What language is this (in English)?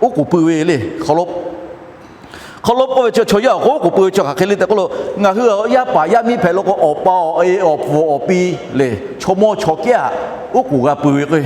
Lahu